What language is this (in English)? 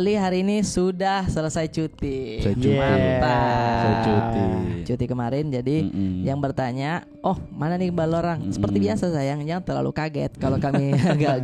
Makassar Malay